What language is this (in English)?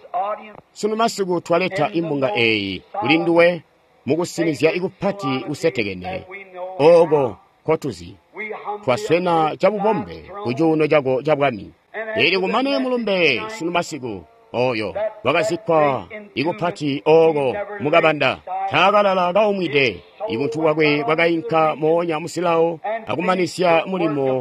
Tonga (Zambia)